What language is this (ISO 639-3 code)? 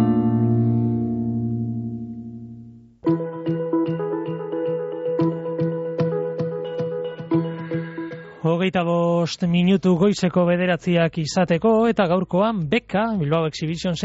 eus